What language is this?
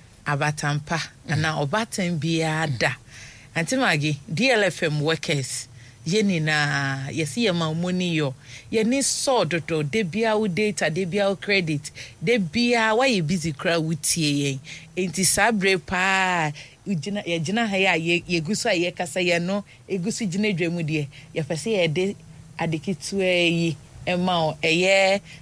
Akan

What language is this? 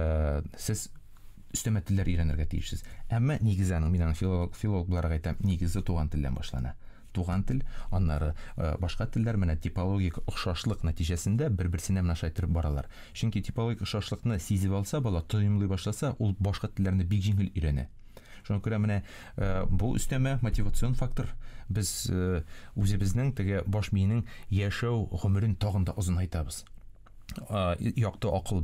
Tatar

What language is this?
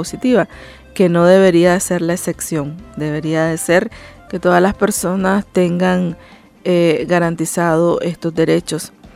Spanish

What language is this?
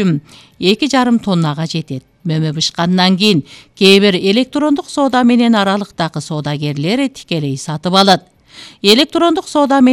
Kyrgyz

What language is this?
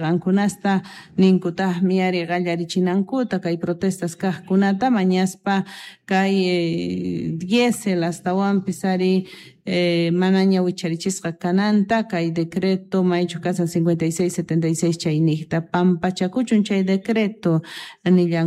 South Bolivian Quechua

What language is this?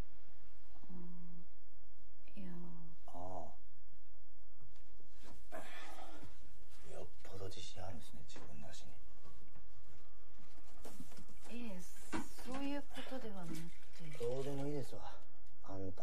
Japanese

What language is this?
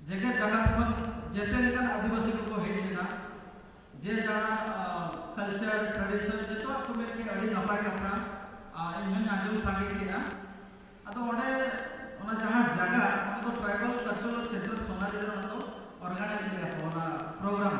Santali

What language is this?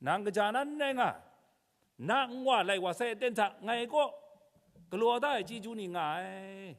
Kachin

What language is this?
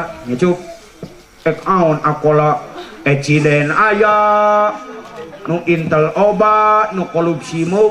Sundanese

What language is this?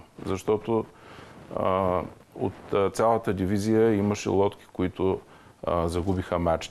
Bulgarian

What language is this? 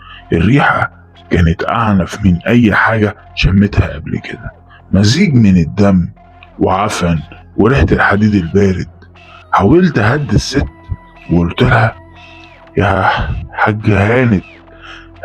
Egyptian Arabic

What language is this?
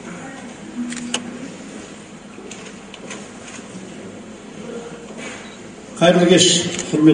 Kazakh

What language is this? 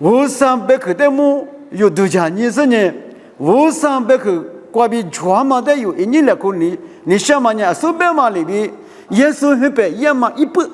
Lisu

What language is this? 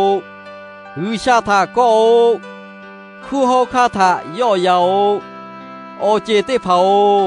Lahu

